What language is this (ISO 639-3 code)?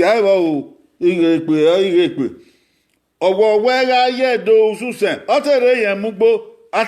bin